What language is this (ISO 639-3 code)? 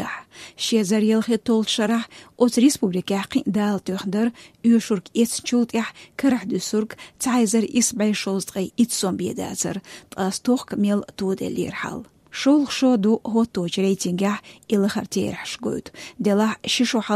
che